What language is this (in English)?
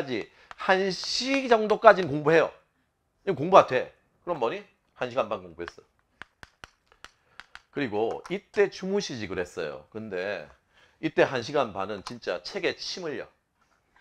Korean